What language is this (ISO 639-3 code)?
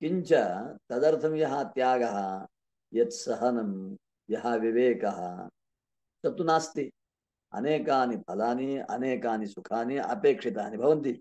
san